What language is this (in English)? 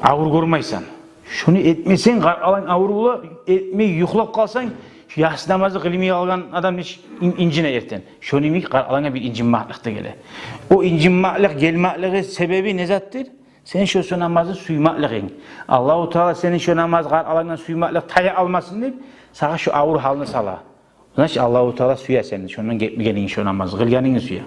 Kumyk